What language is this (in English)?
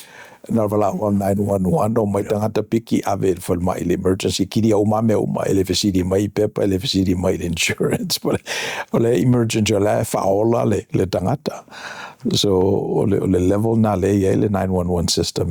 Samoan